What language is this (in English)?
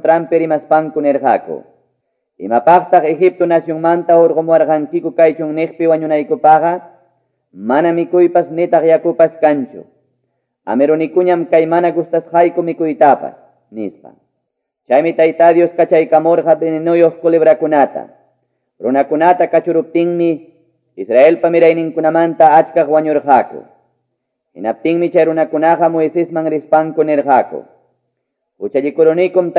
Quechua